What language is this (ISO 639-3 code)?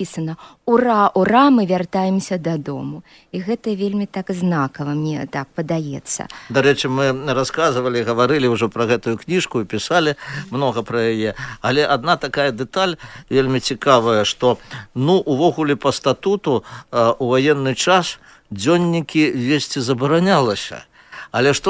bel